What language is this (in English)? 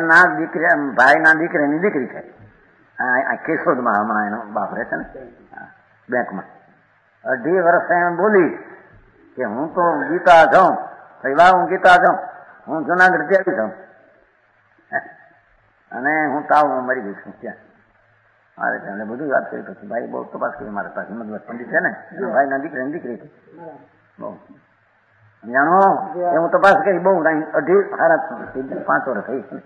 Gujarati